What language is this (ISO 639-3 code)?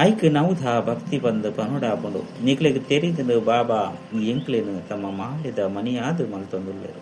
tcy